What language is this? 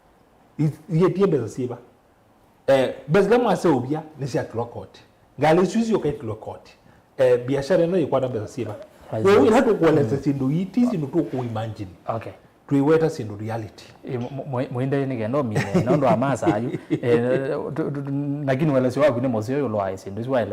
Kamba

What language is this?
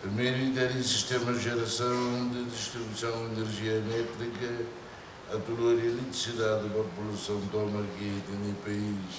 Tetum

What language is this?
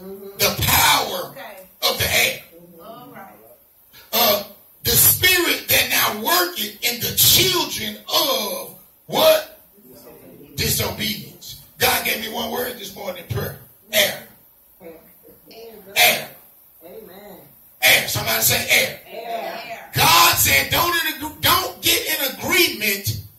English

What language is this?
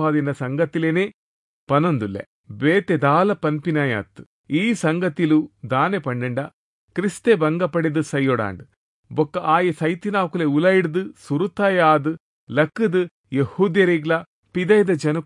Tulu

